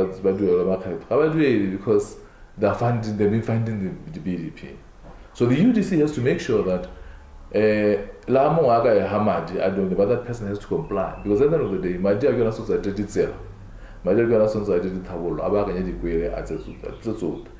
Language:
Tswana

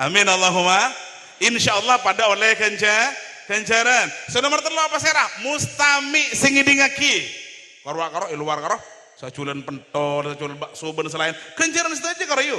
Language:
Madurese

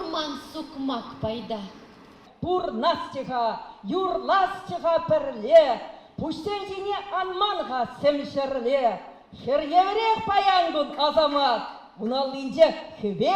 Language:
Chuvash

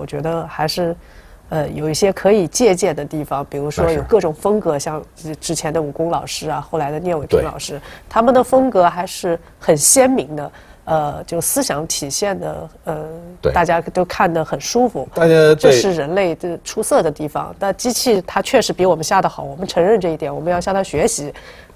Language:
Chinese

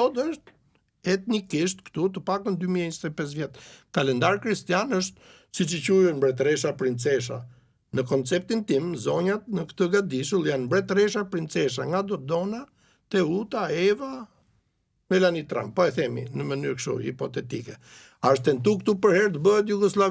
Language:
Albanian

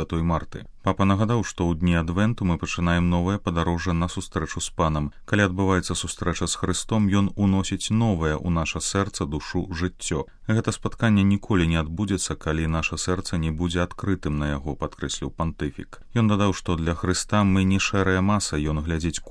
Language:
Belarusian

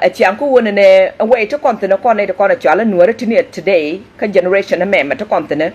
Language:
Nuer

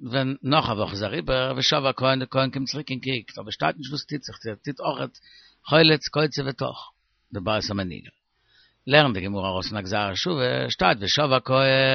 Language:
Yiddish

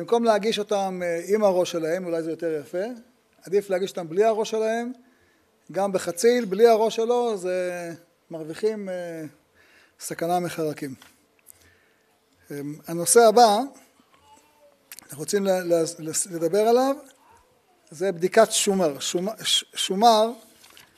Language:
Hebrew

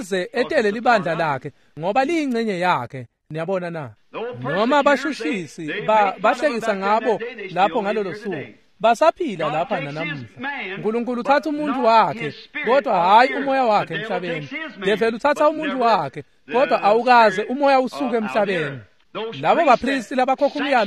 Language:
Swati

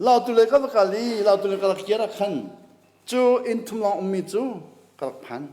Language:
Hakha Chin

